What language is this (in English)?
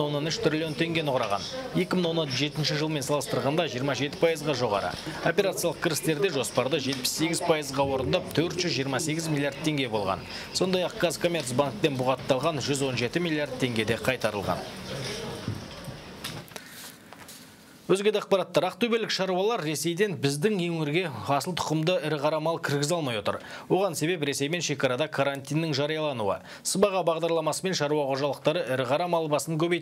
Kazakh